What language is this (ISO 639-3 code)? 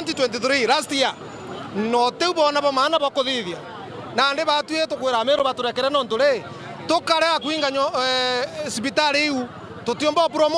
mer